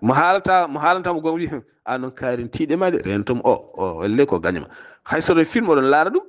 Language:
Fula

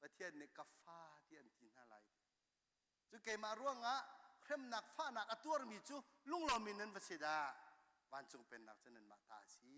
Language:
Hakha Chin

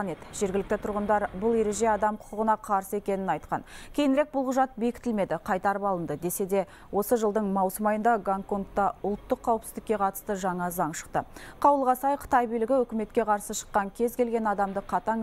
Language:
Kazakh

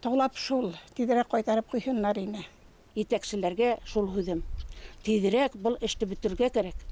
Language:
Bashkir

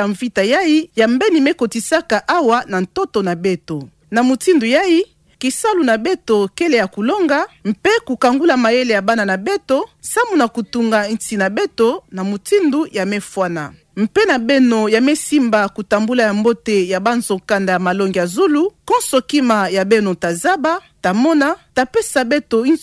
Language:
Kituba (Democratic Republic of Congo)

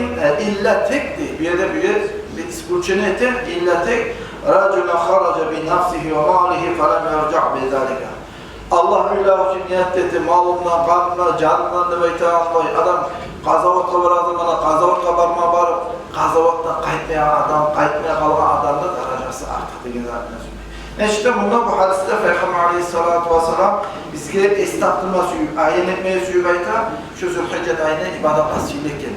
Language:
Kumyk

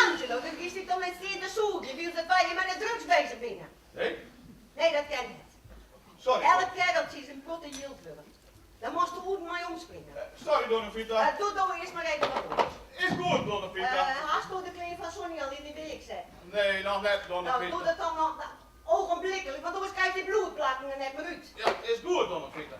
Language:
Western Frisian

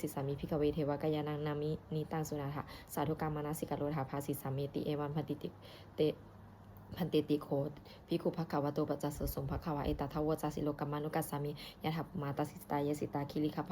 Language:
Pali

